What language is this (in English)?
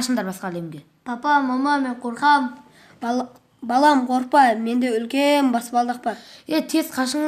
Kazakh